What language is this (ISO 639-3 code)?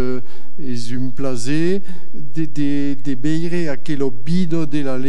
oci